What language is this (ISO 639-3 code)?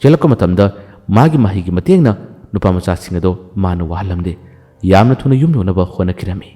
mni